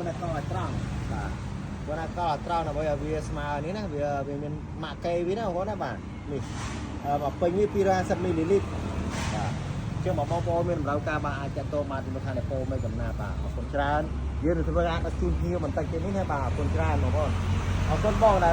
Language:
Khmer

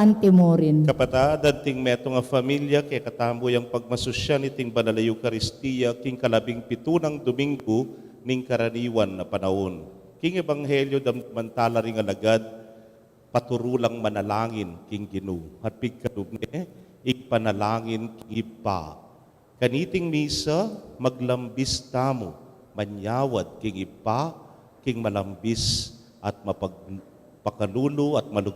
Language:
Pampanga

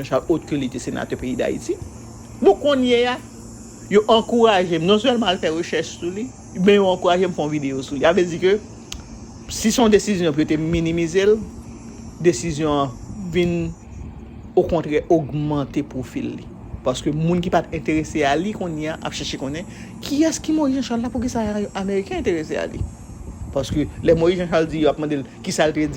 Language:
Haitian Creole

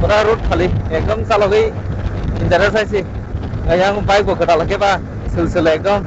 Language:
Kok Borok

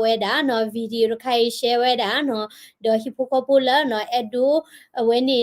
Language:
S'gaw Karen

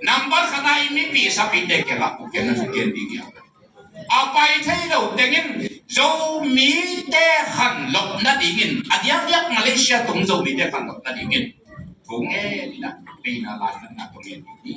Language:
Tedim Chin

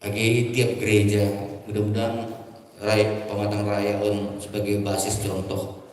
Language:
Batak Simalungun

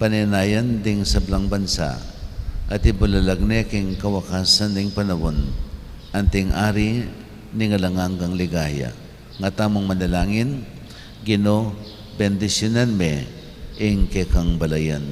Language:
Pampanga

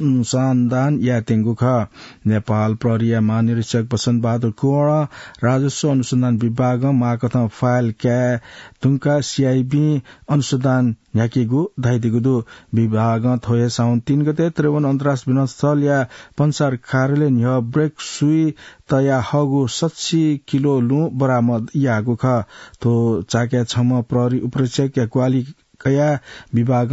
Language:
Newari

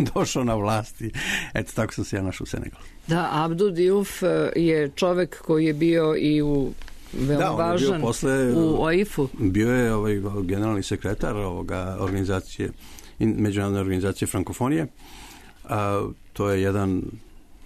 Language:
Serbian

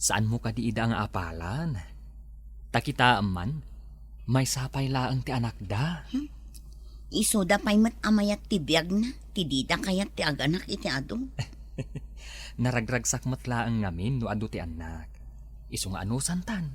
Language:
Iloko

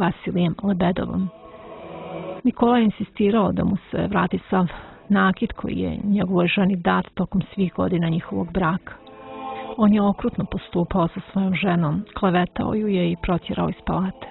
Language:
Bosnian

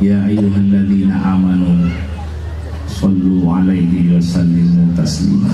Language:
Madurese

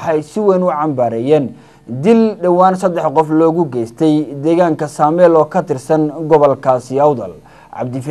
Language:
Somali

